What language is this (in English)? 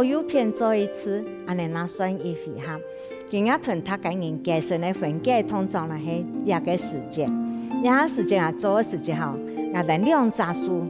Hakka Chinese